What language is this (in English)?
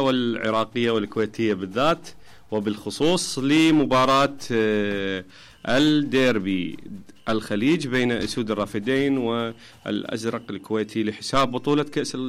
Mesopotamian Arabic